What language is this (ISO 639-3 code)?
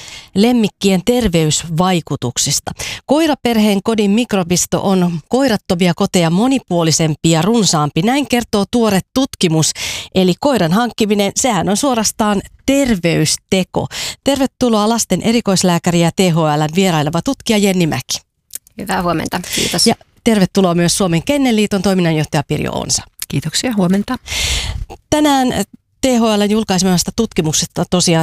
fin